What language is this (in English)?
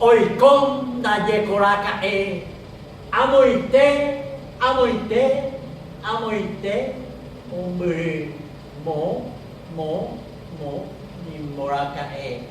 Guarani